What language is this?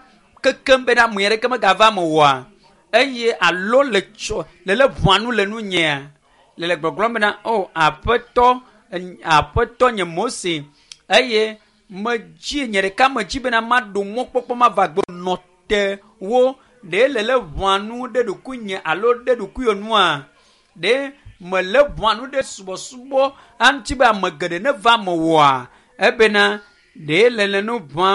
Ewe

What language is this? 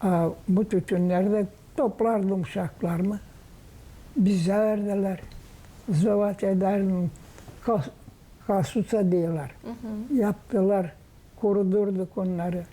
Gagauz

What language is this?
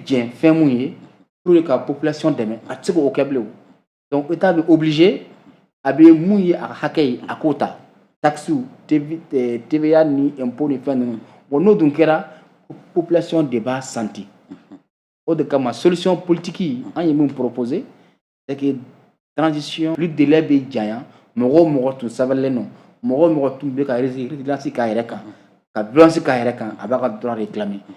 Bambara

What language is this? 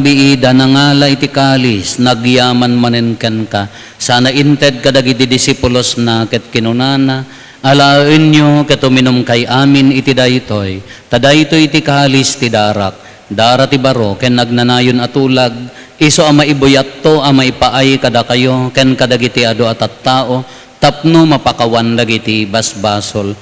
Iloko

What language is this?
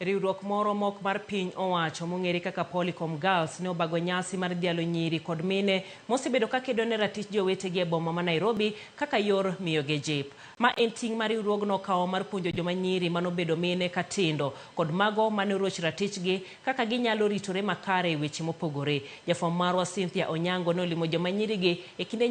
Luo (Kenya and Tanzania)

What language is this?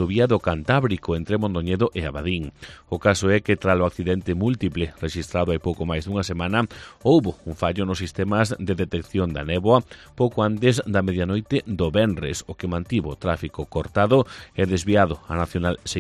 Galician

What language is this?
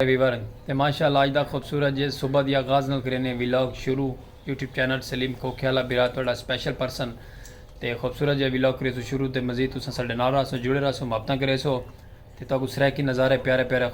Saraiki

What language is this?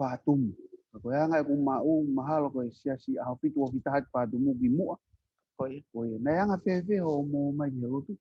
Tongan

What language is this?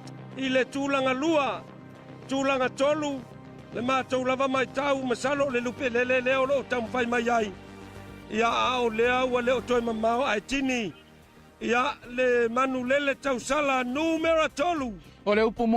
Samoan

